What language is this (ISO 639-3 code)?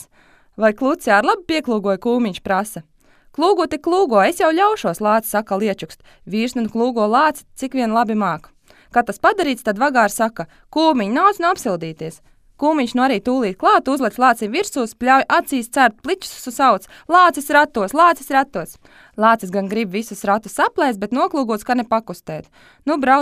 lav